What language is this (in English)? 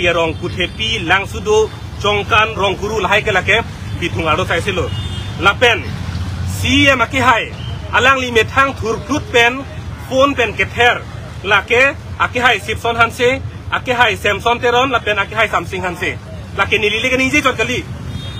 Karbi